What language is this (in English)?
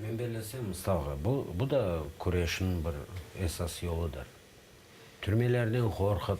Crimean Tatar